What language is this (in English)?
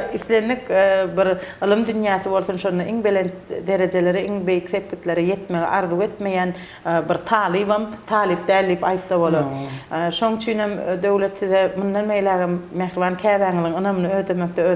Turkmen